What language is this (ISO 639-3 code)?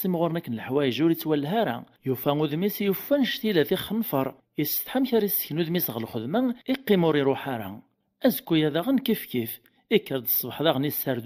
kab